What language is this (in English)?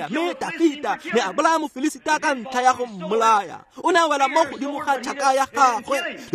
Tswana